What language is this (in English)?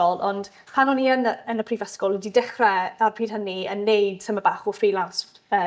Welsh